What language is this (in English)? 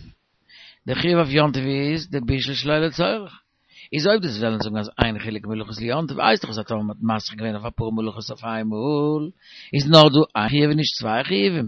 Yiddish